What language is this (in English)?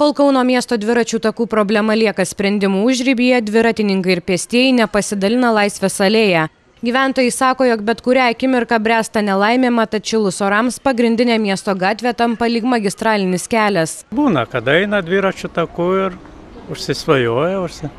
Lithuanian